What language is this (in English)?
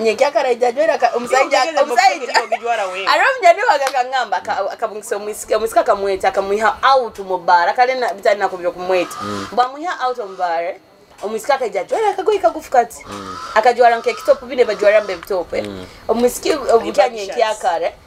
Nyoro